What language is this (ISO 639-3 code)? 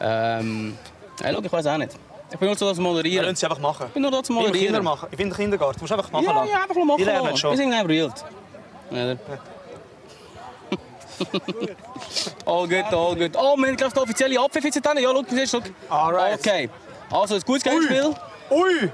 gsw